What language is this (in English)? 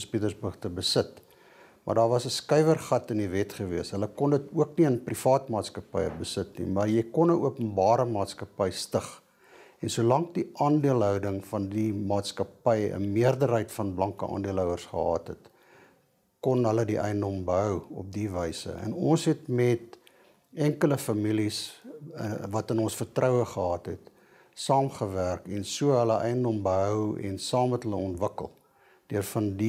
Afrikaans